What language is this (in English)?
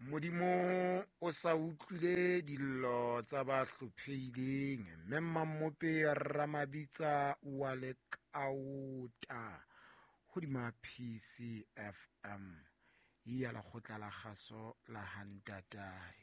Southern Sotho